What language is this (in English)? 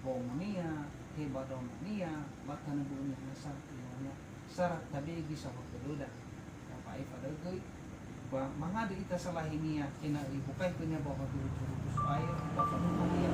Nias